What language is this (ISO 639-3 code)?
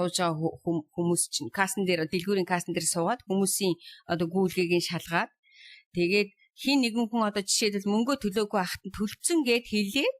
mon